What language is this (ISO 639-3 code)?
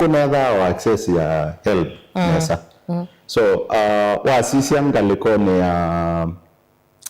kam